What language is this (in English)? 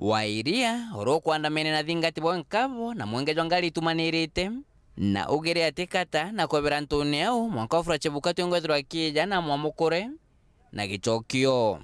Meru